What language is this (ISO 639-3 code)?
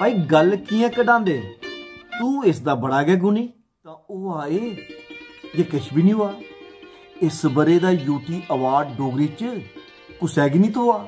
doi